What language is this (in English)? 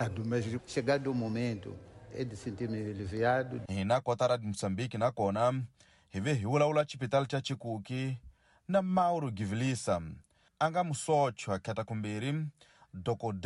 Tsonga